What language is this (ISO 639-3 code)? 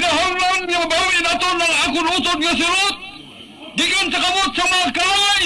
hil